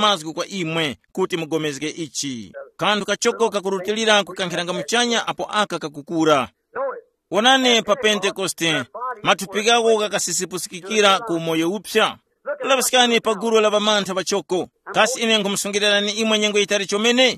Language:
Tumbuka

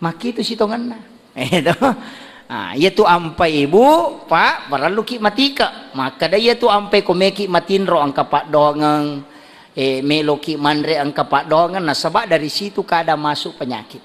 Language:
Buginese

